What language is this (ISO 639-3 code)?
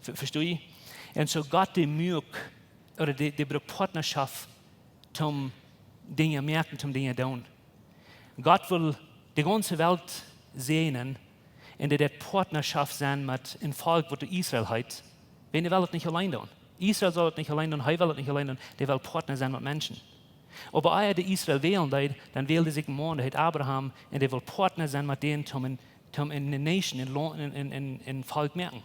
pdt